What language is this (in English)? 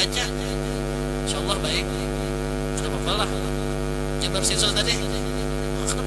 Banjar